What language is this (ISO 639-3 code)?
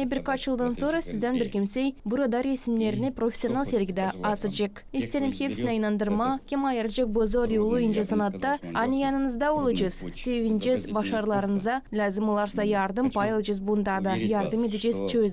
gag